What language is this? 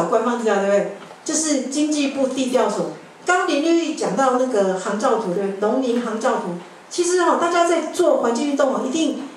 Chinese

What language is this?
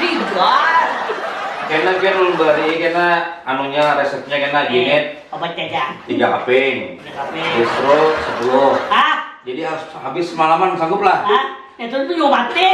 Banjar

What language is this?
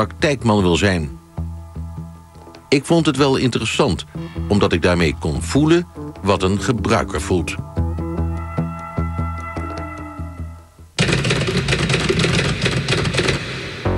Dutch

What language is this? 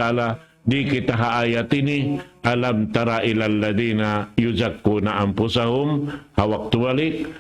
Tausug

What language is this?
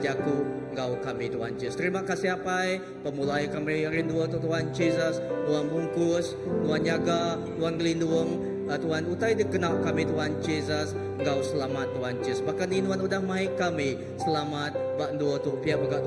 Iban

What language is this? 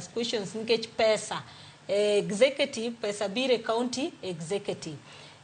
Luo (Kenya and Tanzania)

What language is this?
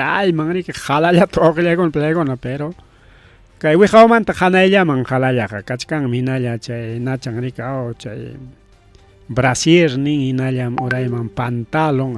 Ayacucho Quechua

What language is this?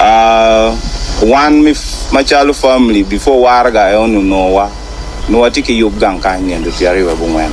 Acoli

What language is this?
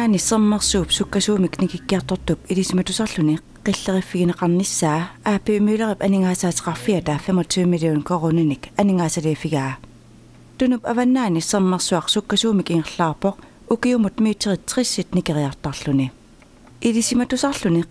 Kalaallisut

